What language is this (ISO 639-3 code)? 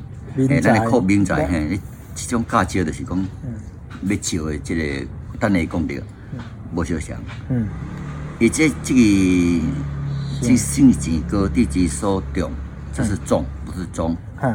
zho